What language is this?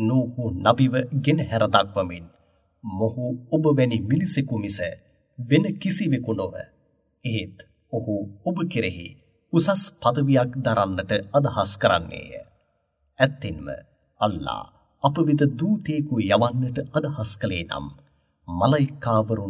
Sinhala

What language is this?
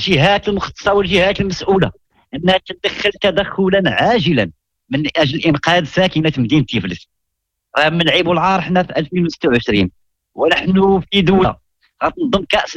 Moroccan Arabic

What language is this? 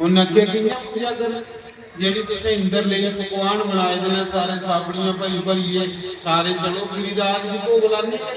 Dogri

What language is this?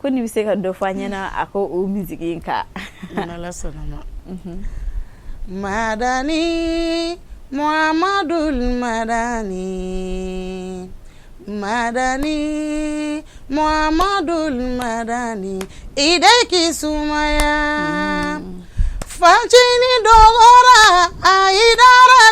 Bambara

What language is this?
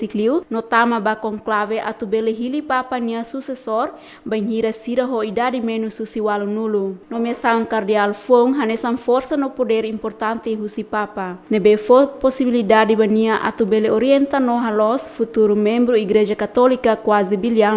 Tetum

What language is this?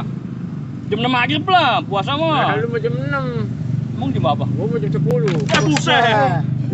Betawi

